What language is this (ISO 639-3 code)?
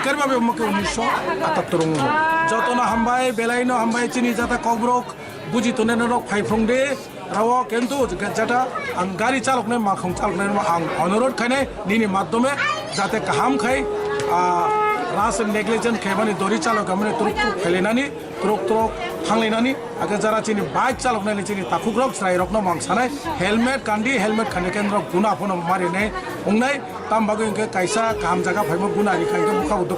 ria